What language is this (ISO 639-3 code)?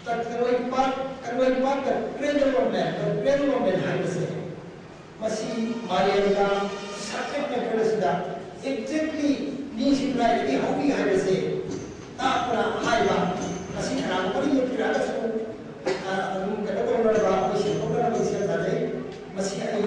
mni